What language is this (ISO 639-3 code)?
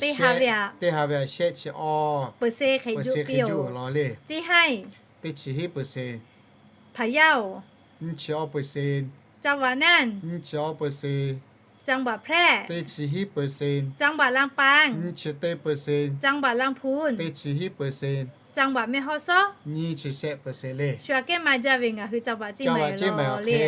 lhu